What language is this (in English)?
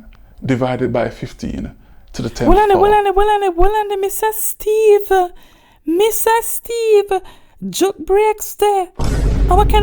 Jamaican Creole English